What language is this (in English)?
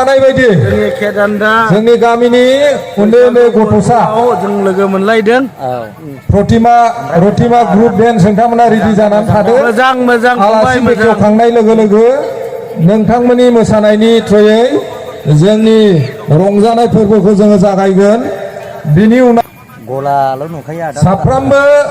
Bodo